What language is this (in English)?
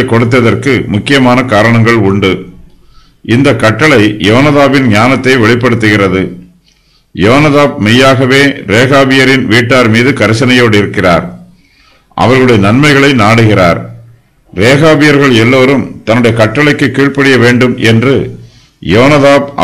Tamil